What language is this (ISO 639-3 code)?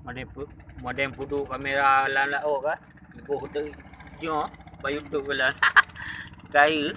ace